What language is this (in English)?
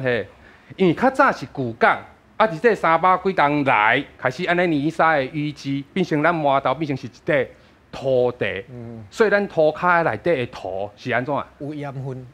Min Nan Chinese